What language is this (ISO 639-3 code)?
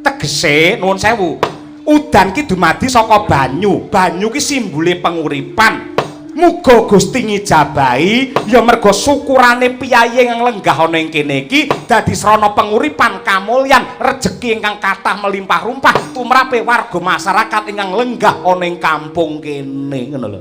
jav